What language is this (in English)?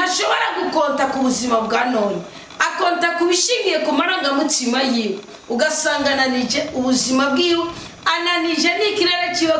Rundi